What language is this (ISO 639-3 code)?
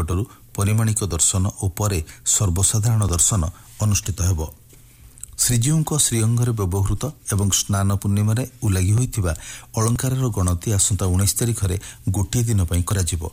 ori